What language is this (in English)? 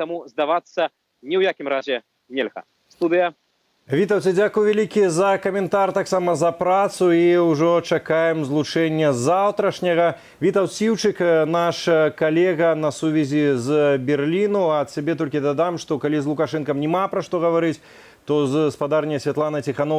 Belarusian